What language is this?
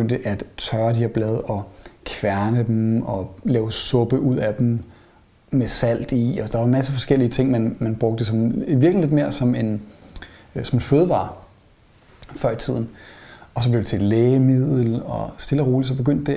Danish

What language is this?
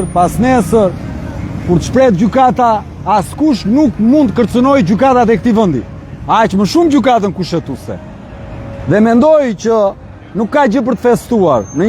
Albanian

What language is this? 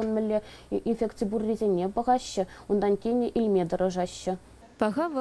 Chuvash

